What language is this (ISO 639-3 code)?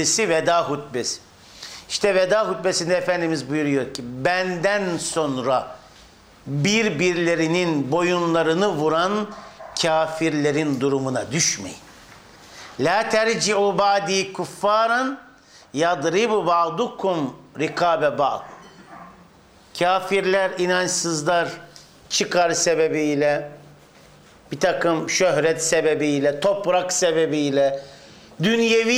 tur